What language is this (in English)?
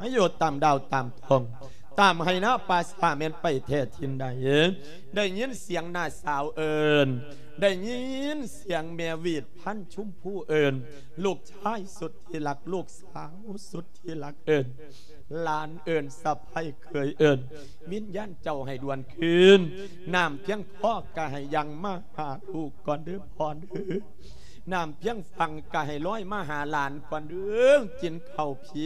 Lao